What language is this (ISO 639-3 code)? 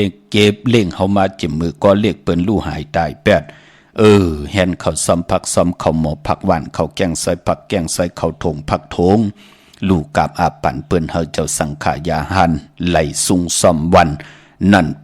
shn